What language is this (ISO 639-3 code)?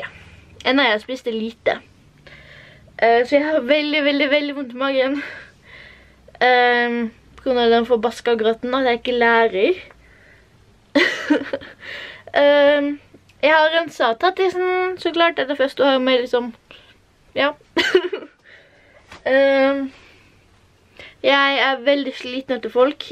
nor